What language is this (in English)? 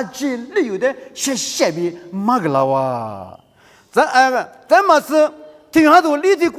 Lisu